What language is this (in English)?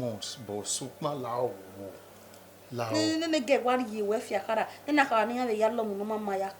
Bini